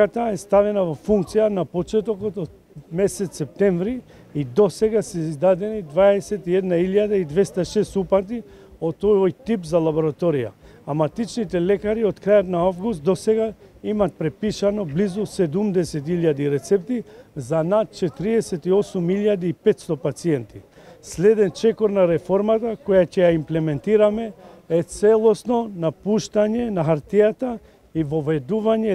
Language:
Macedonian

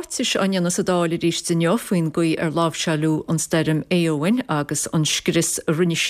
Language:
Irish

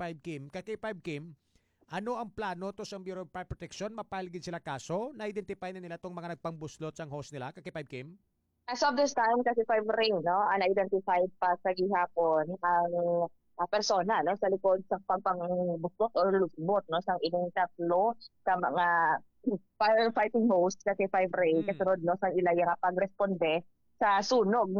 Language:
Hiligaynon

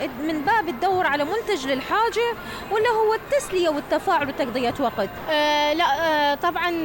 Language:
Mesopotamian Arabic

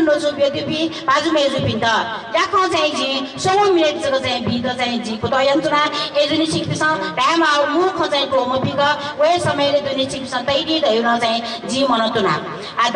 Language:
Newari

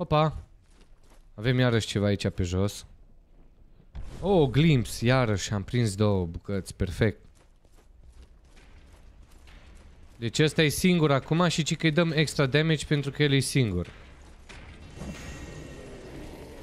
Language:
Romanian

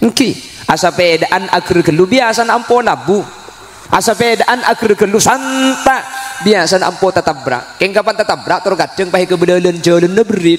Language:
Madurese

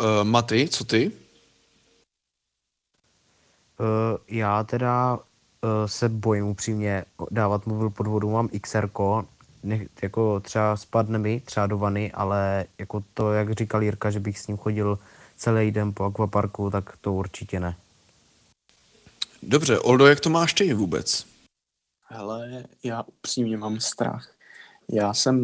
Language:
Czech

